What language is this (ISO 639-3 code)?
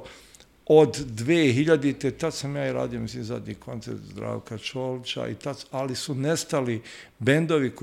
hrv